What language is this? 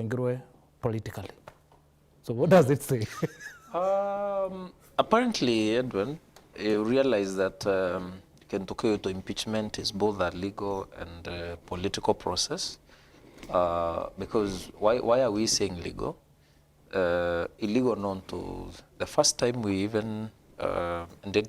Meru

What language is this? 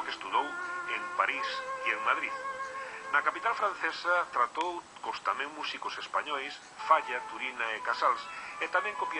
Galician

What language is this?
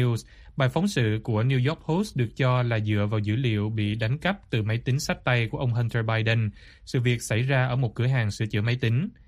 Vietnamese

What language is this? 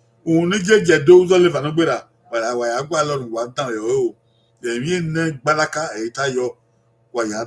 Bini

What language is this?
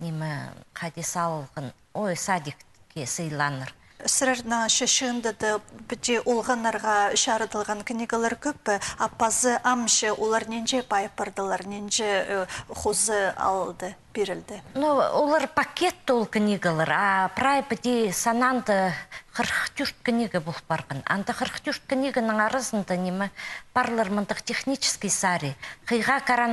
Khakas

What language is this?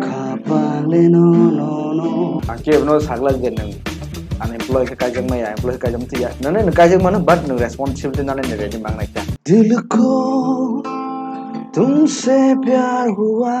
Kok Borok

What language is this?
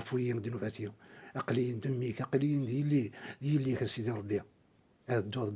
Kabyle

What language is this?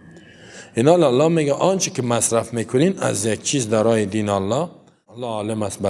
Persian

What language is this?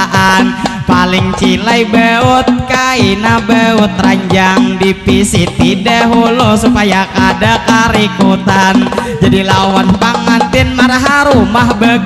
Banjar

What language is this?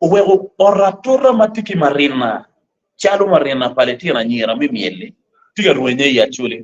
Acoli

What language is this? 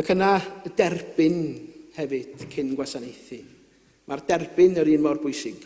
Welsh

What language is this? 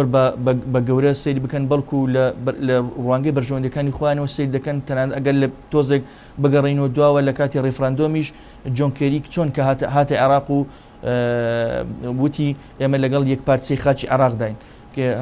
Central Kurdish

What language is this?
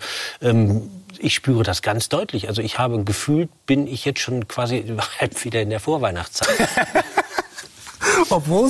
German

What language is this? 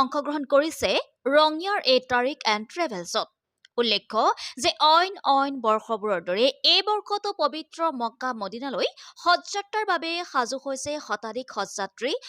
Assamese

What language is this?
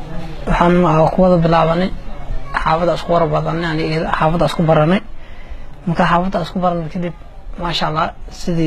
Somali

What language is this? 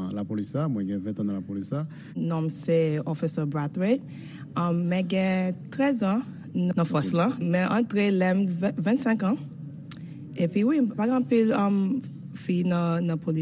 Haitian Creole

